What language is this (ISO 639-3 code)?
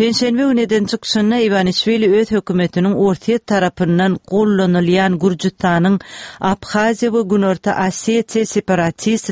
tuk